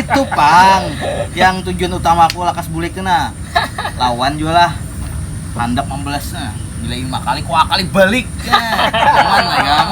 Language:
Banjar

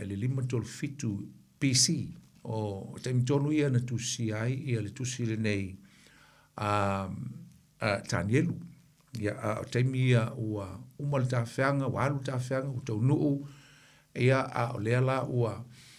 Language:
Samoan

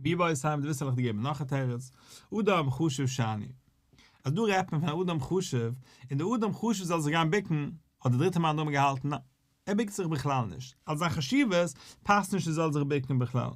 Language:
Yiddish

